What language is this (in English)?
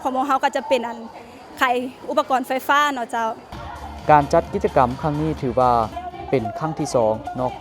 Lao